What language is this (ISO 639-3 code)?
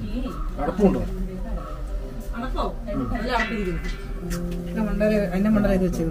mal